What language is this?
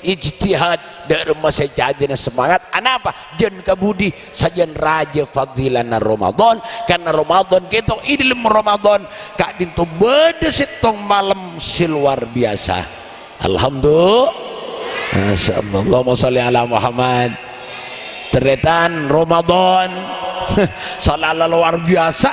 Madurese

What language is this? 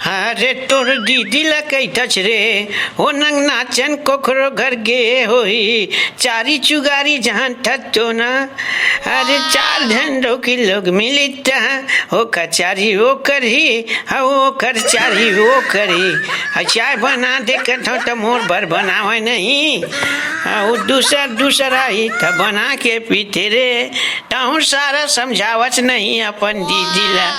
Chhattisgarhi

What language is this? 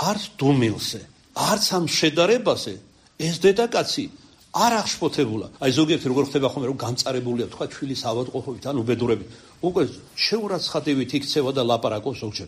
Georgian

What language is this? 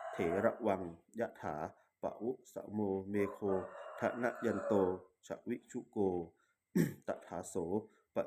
Pali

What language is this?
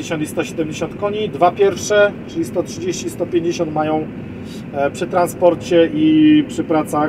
Polish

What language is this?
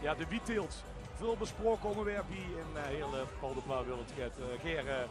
Limburgish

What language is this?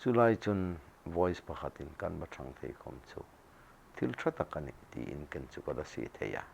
Hmar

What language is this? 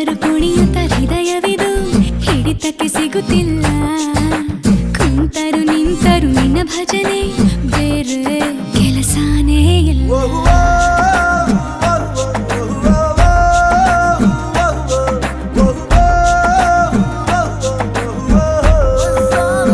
Kannada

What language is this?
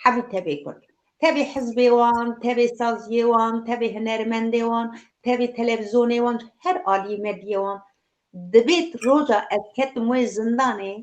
Kurdish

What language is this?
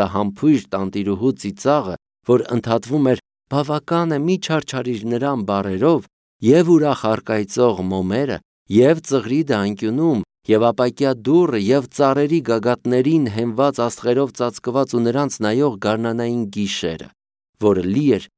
Armenian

